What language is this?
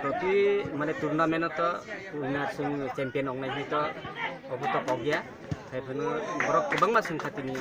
Kok Borok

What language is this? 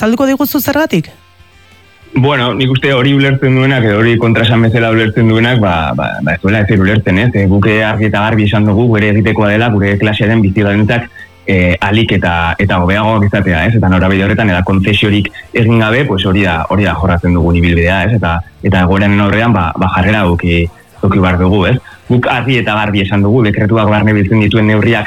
Basque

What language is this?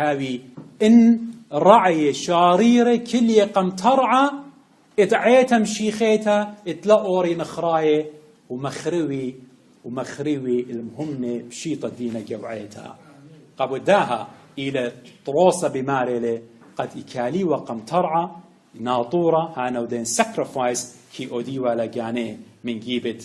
Assyrian Neo-Aramaic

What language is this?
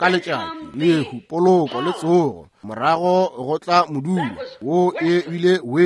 Northern Sotho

